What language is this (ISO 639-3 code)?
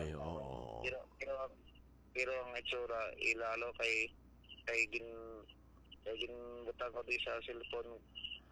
hil